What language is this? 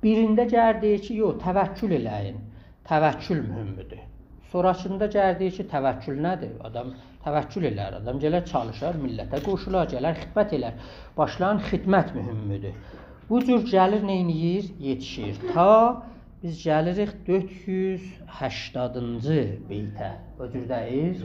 South Azerbaijani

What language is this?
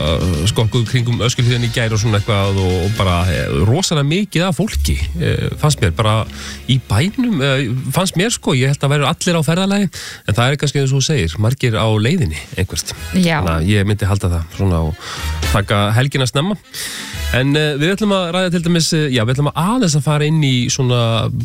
Icelandic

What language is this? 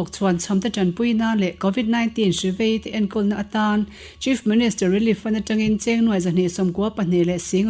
Mizo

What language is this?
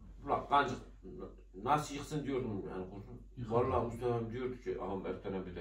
Turkish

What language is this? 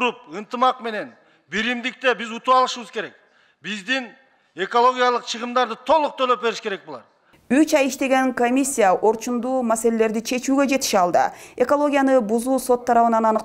Kyrgyz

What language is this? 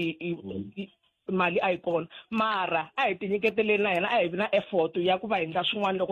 Tsonga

